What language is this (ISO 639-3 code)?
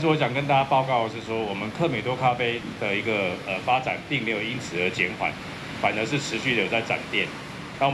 zho